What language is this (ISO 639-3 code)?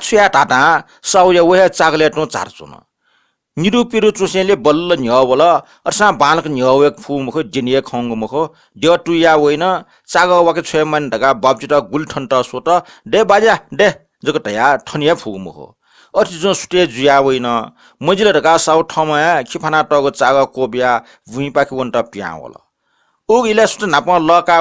new